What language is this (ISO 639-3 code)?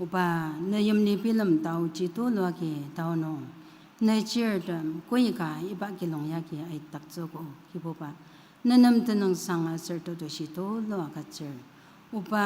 njo